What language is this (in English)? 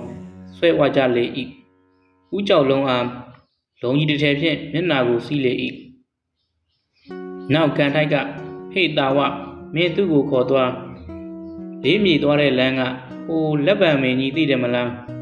Burmese